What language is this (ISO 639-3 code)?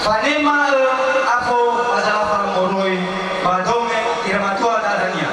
nia